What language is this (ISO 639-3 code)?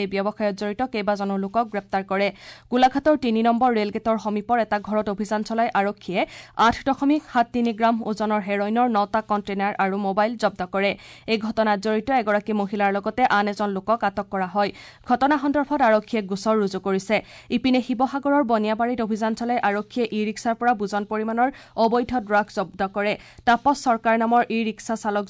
asm